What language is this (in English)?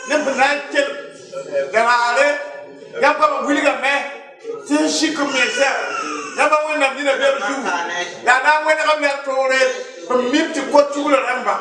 Mossi